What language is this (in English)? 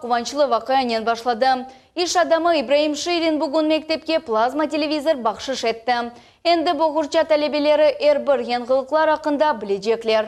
Crimean Tatar